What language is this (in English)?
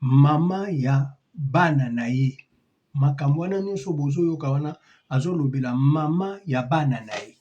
Lingala